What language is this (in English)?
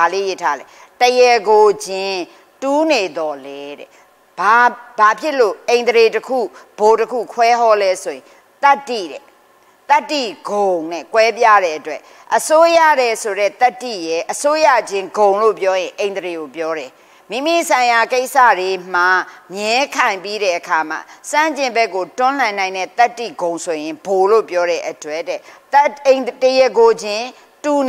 Burmese